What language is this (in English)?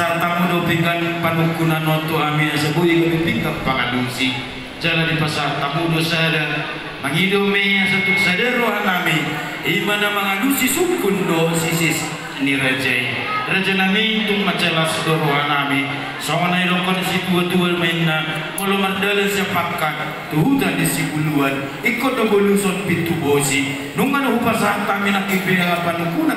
Batak Toba